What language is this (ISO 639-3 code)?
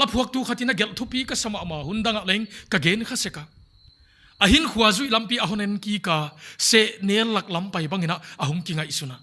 pck